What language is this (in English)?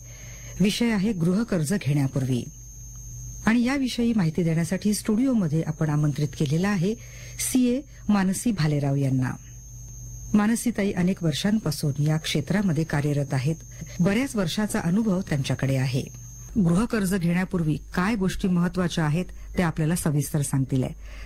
Marathi